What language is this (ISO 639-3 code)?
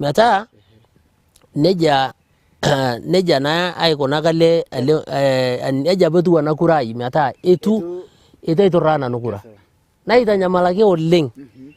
mas